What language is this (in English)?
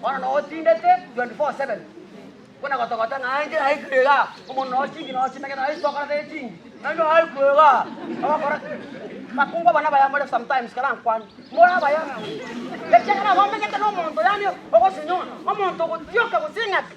Gusii